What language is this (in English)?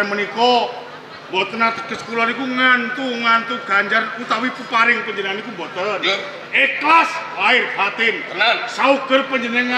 Javanese